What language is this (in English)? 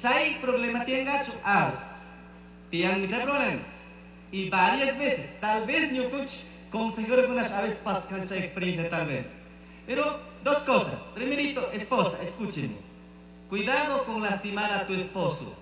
Chimborazo Highland Quichua